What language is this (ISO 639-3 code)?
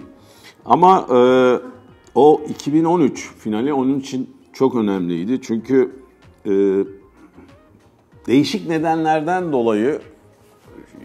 tur